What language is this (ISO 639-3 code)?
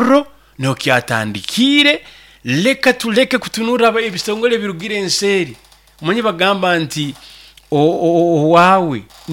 nyo